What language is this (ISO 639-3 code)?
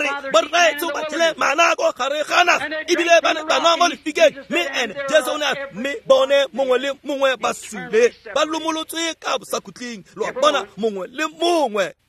tsn